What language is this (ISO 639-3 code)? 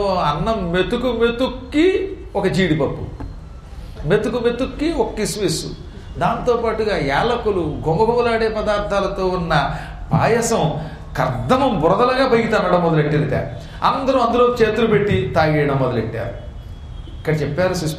tel